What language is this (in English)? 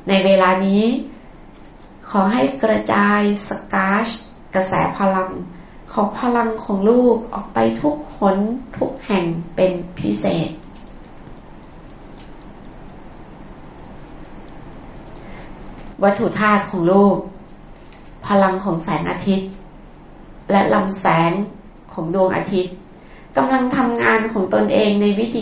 Thai